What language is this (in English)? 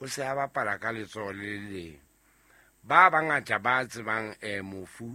Southern Sotho